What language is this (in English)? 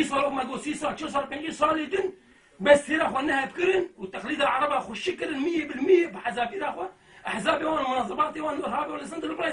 Kurdish